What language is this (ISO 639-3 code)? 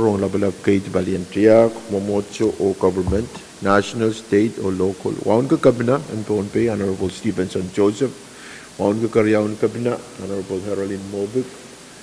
pon